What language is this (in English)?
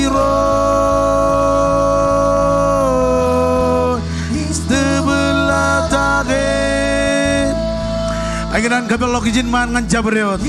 Marshallese